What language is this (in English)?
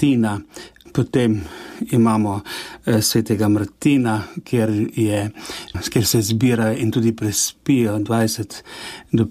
Slovenian